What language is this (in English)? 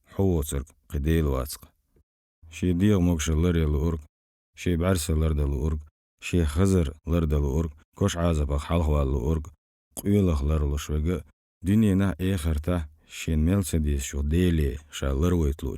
Chechen